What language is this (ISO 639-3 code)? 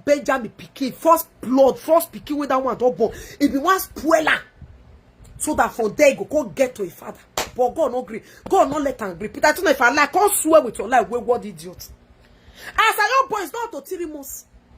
pcm